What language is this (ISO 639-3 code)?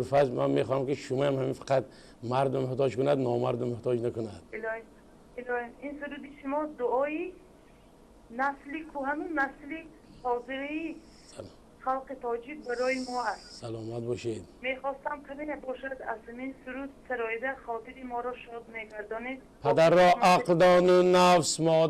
tgk